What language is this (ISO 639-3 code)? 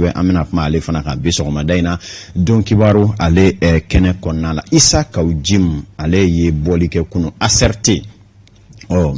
bam